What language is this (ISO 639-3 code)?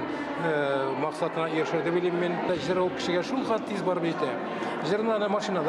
tat